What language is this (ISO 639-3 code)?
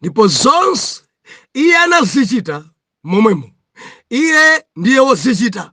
nya